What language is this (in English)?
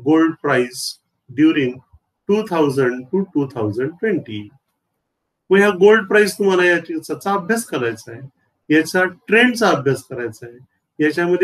Marathi